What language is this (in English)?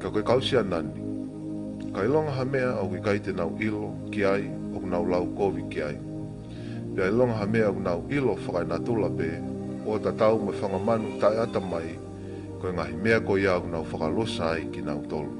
Tongan